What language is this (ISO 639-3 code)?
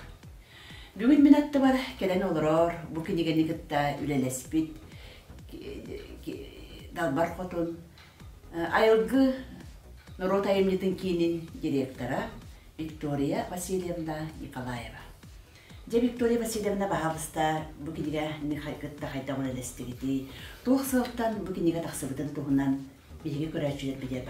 sah